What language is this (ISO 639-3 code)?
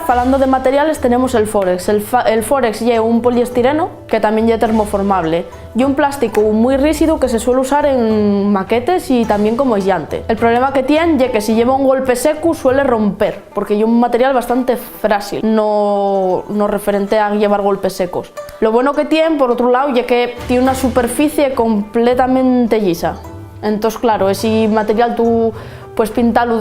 ast